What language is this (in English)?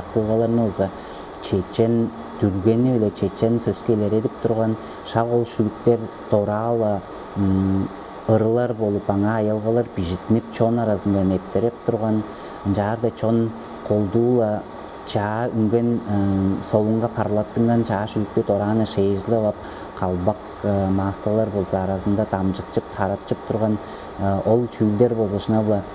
Tuvinian